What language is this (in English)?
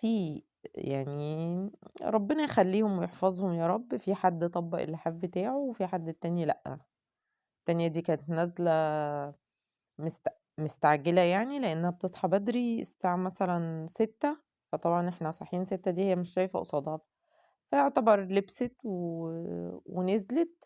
Egyptian Arabic